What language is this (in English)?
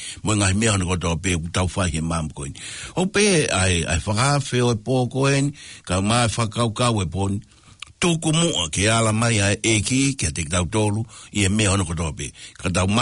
Tongan